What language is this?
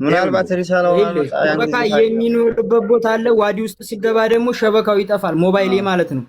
Amharic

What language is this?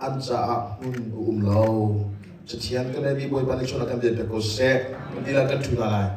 Hakha Chin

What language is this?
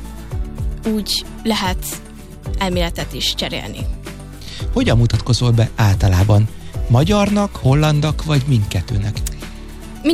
Hungarian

